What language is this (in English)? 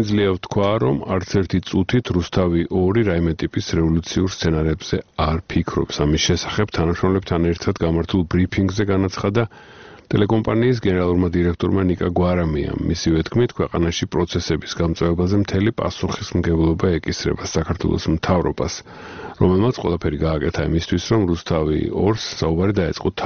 Georgian